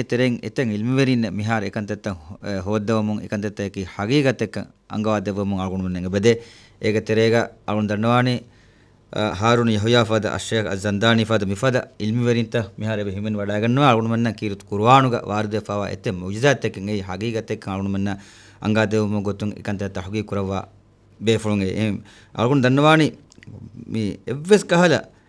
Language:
Divehi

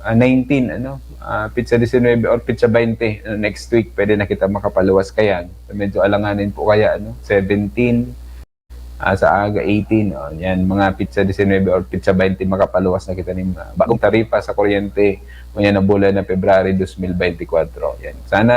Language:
Bikol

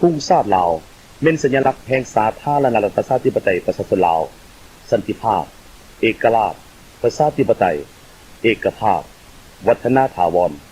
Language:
Lao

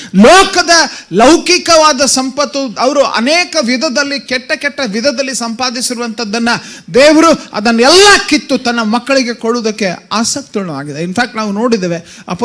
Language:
Kannada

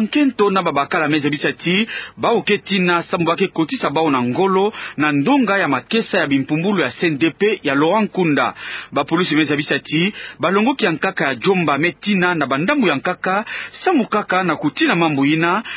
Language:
Kituba (Democratic Republic of Congo)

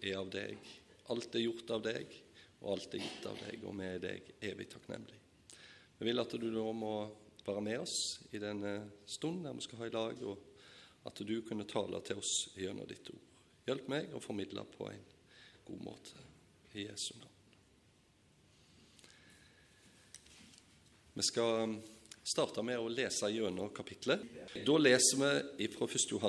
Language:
Norwegian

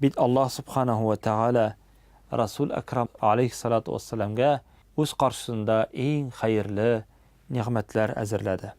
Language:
Tatar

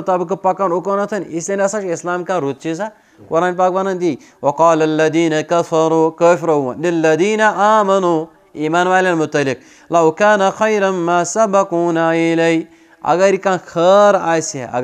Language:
Kashmiri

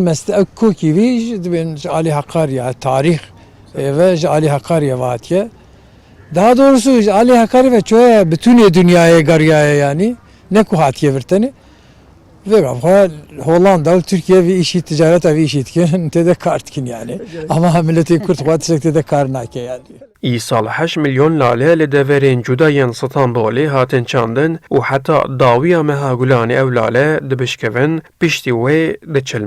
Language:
Kurdish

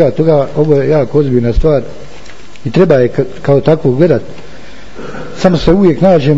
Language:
Bosnian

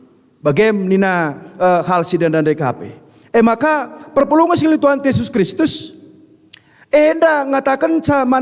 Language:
Batak Karo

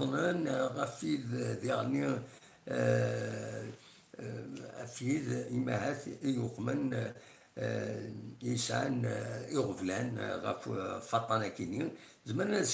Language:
Kabyle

